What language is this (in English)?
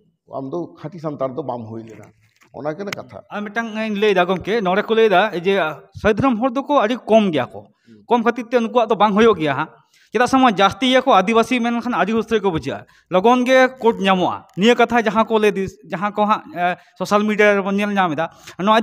Santali